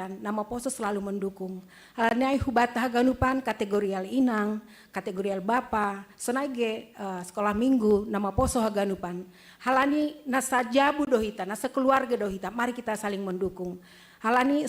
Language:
Batak Simalungun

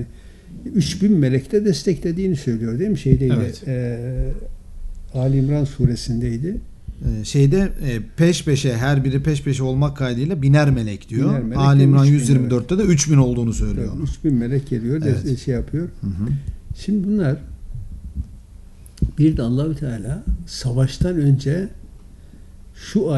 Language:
Turkish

